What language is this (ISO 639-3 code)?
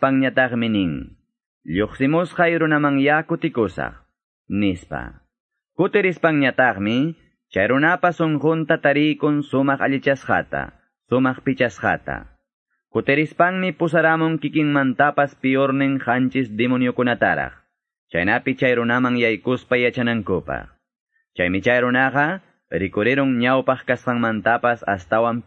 que